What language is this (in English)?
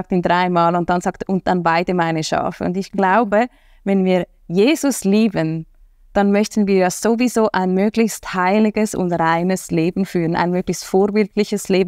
Swiss German